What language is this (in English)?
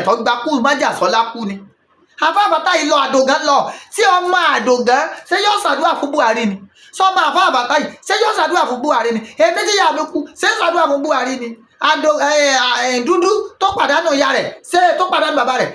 Yoruba